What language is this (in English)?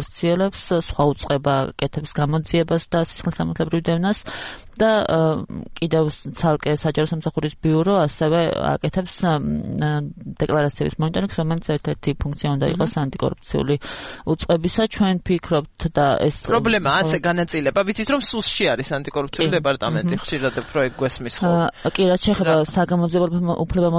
Georgian